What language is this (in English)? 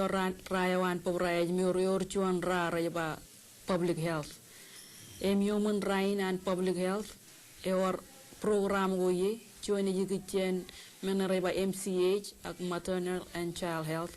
Marshallese